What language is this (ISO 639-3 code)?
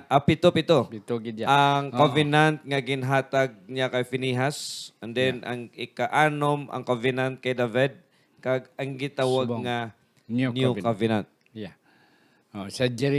hil